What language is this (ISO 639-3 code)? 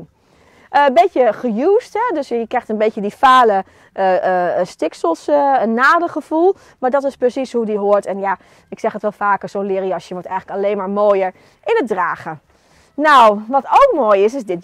nld